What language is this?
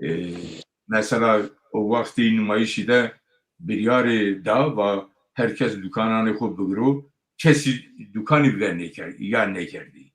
Zaza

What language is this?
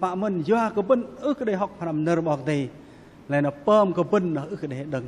Bahnar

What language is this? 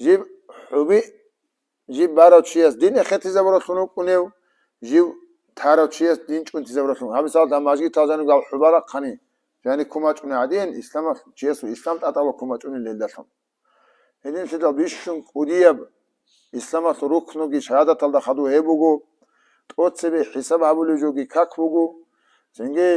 Avaric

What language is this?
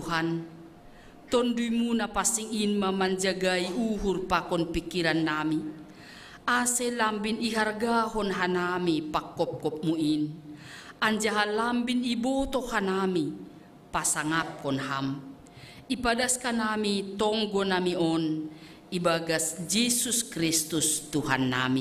Batak Simalungun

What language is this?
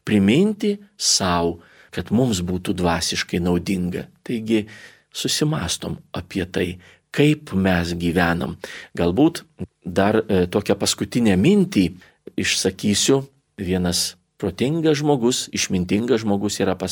Lithuanian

